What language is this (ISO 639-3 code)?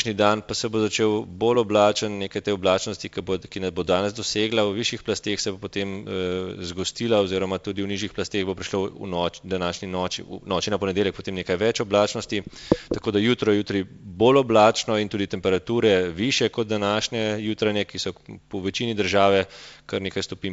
slv